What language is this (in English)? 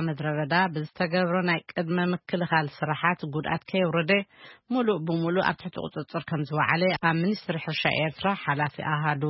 Tigrinya